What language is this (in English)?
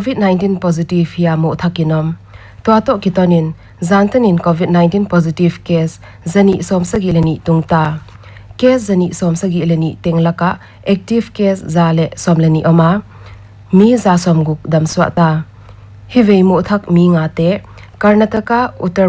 Paite Chin